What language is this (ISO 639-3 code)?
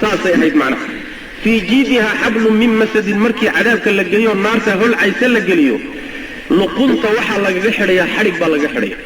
som